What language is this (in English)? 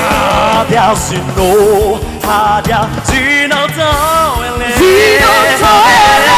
Nias